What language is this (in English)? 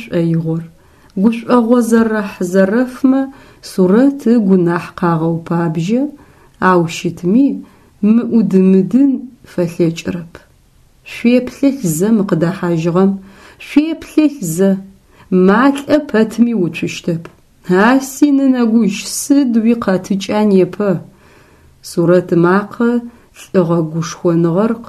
Adyghe